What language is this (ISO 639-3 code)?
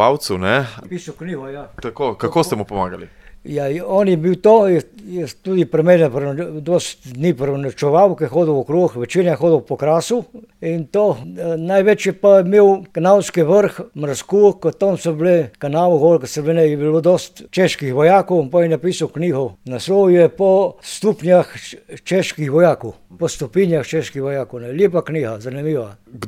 slv